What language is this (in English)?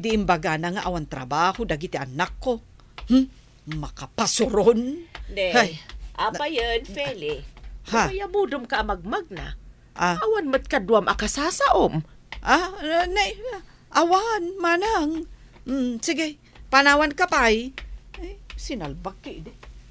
Iloko